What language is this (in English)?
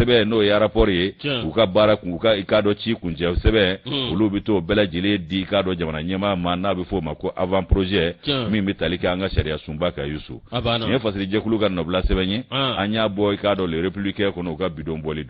Bambara